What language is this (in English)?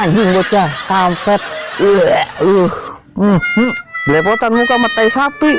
Betawi